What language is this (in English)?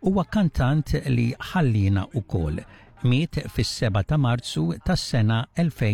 Maltese